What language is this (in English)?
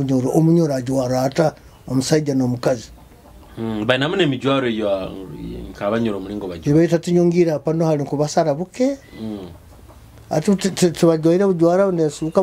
Nyoro